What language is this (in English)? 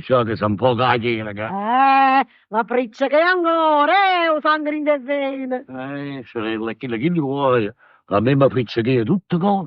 Neapolitan